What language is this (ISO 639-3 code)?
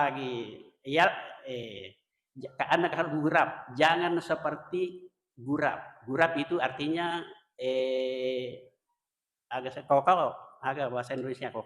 bug